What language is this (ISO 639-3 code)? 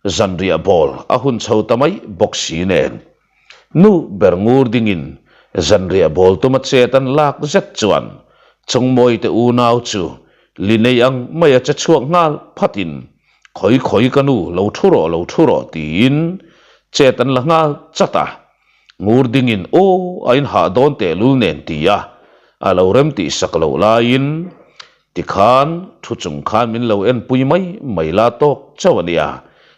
lus